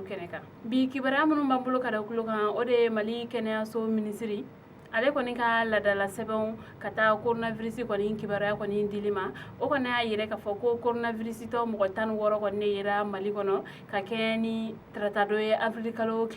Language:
Bambara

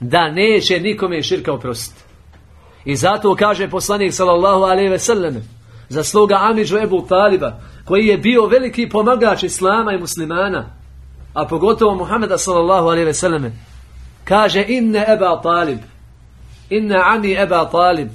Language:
Bosnian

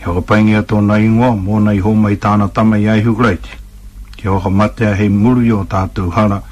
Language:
Māori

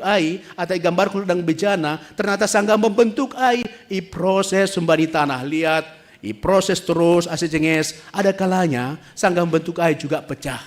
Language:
Batak Simalungun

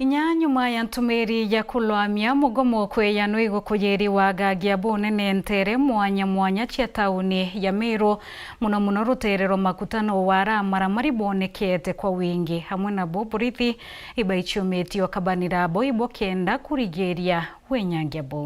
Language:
Meru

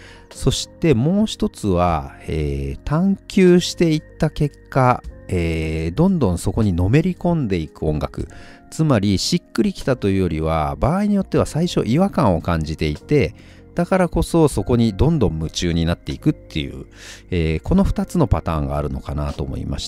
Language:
Japanese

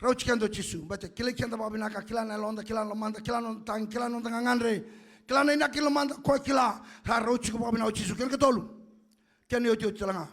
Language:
Fijian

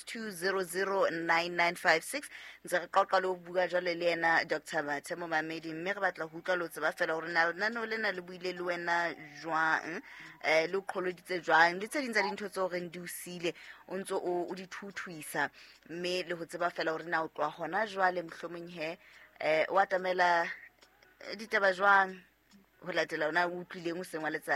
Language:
Southern Sotho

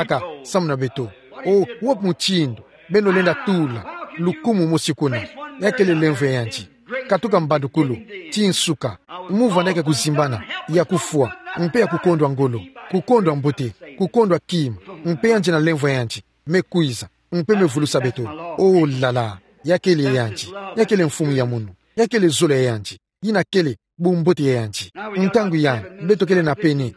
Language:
Kituba (Democratic Republic of Congo)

